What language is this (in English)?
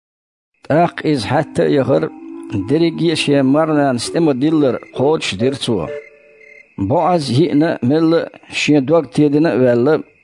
Chechen